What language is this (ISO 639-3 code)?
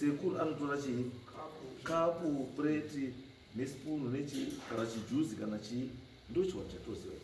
sna